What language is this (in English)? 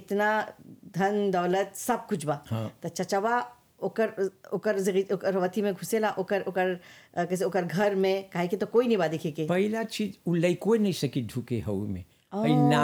Bhojpuri